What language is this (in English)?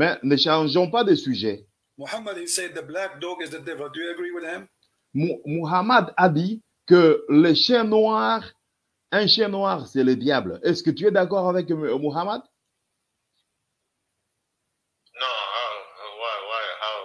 French